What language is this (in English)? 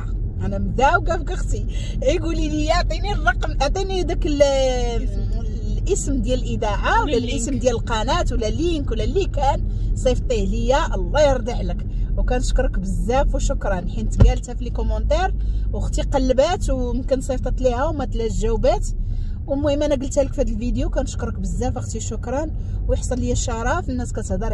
Moroccan Arabic